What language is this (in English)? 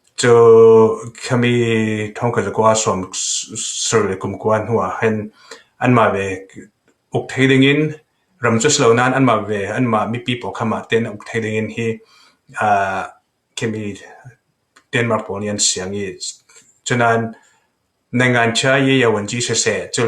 Falam Chin